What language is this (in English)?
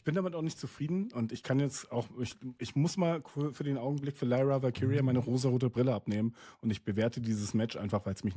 Swiss German